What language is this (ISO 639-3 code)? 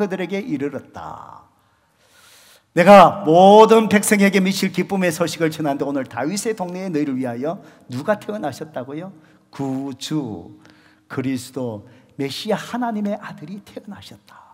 kor